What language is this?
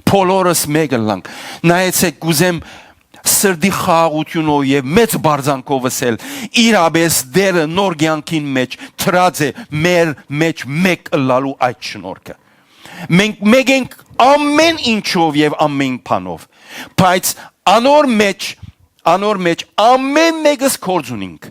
Western Armenian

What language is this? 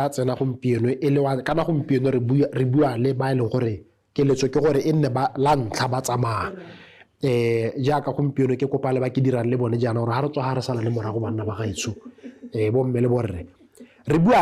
Tswana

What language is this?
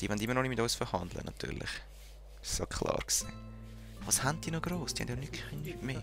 Swiss German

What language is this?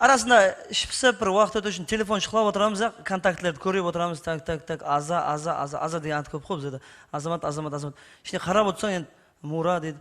Kara-Kalpak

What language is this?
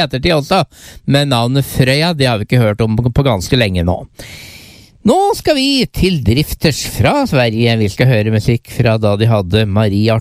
Norwegian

